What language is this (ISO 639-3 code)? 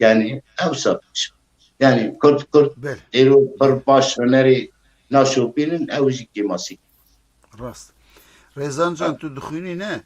kur